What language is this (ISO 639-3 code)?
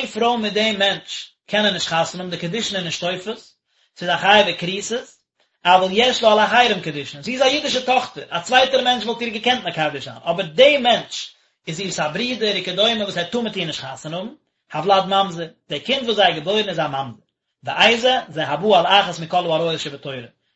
yid